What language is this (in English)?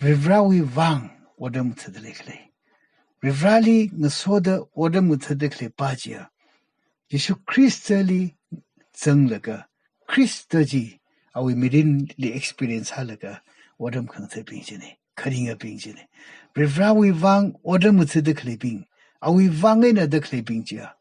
Tangkhul Naga (India)